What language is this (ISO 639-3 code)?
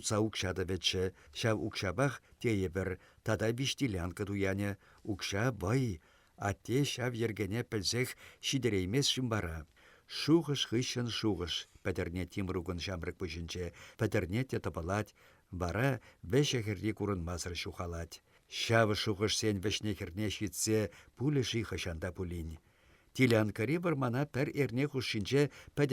chv